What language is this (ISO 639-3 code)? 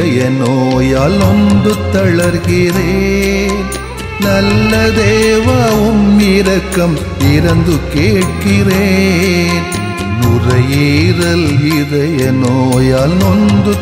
tam